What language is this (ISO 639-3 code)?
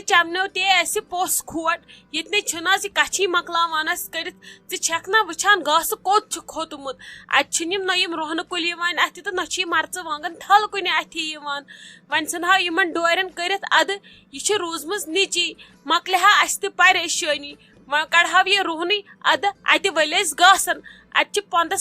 kas